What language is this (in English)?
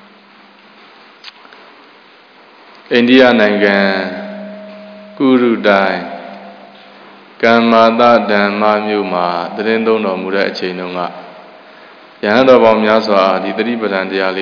Burmese